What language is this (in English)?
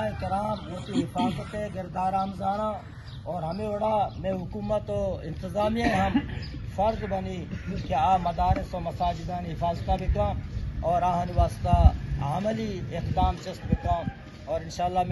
Eastern Balochi